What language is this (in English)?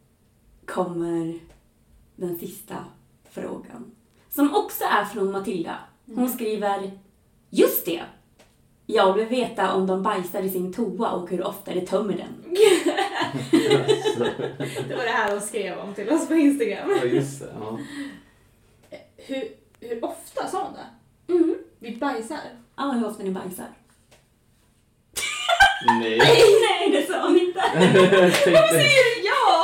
Swedish